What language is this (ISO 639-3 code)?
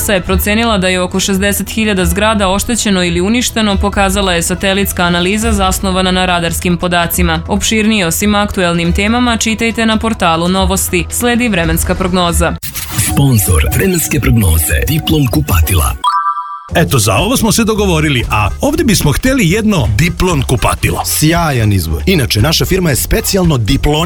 srp